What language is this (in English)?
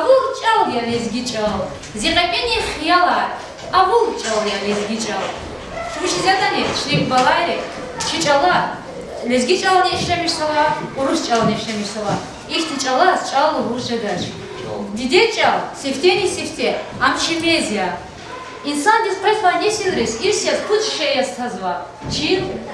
Lezghian